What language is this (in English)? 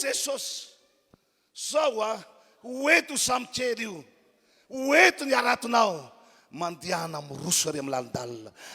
Malagasy